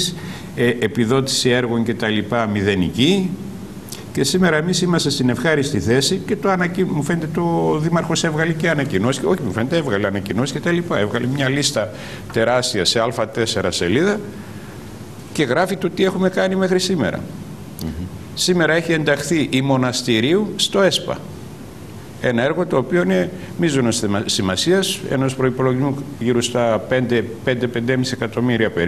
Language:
Greek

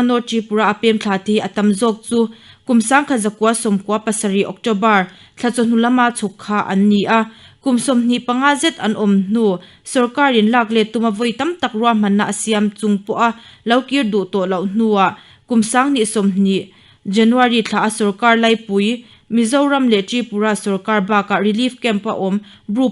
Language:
Mizo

